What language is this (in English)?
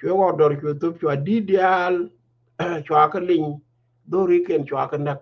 Nuer